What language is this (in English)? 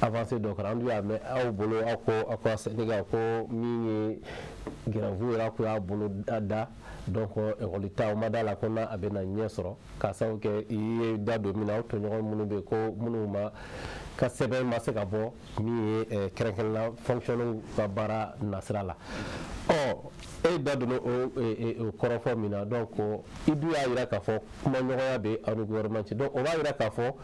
Bambara